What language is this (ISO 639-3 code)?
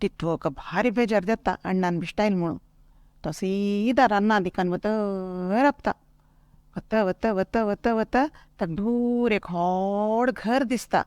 kok